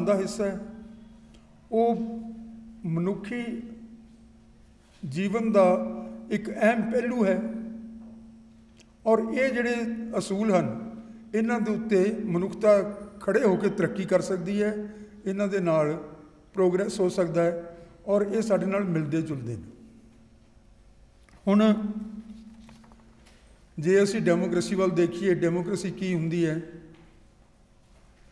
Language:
Punjabi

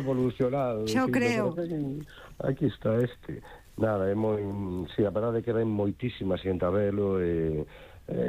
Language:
Galician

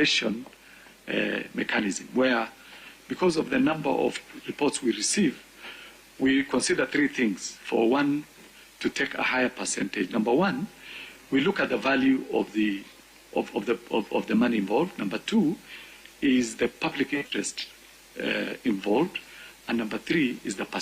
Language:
Gusii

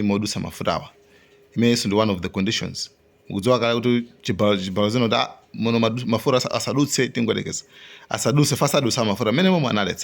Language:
Nyanja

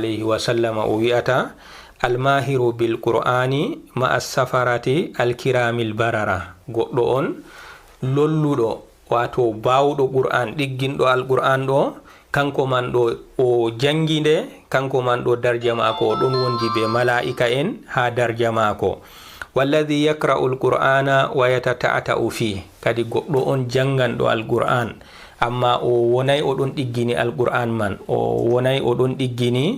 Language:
Fula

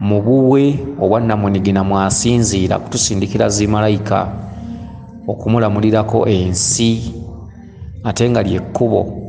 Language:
Ganda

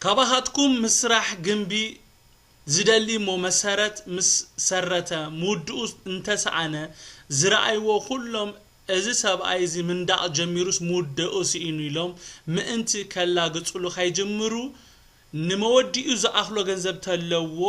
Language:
Tigrinya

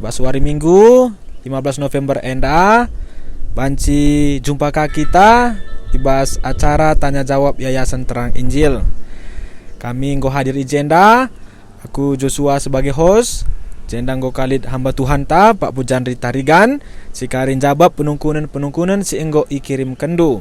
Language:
Batak Karo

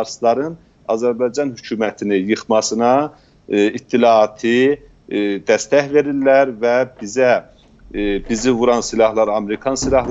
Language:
South Azerbaijani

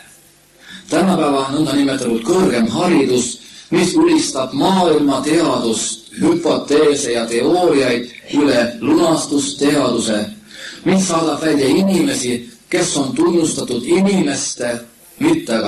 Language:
Estonian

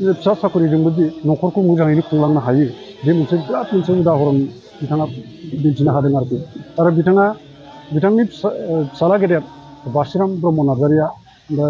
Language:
Bodo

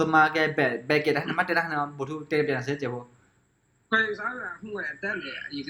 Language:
S'gaw Karen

